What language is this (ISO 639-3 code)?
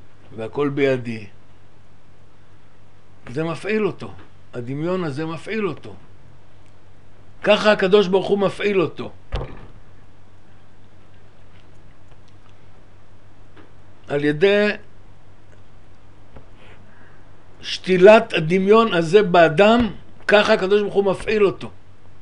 heb